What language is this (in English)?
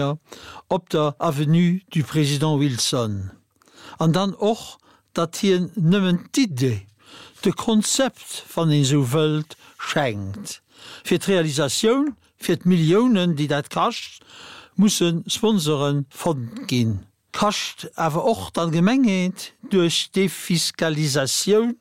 Luxembourgish